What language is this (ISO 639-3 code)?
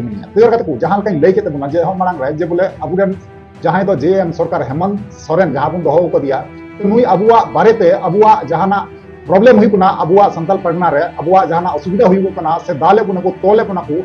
sat